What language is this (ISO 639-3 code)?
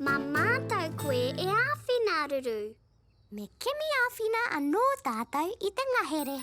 mri